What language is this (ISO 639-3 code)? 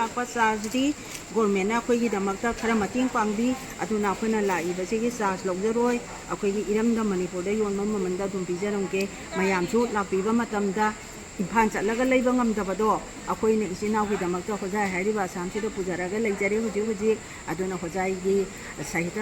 mni